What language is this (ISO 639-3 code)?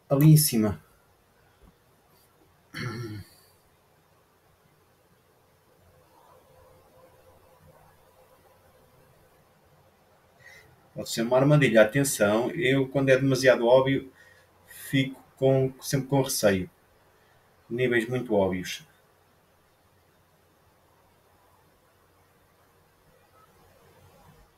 por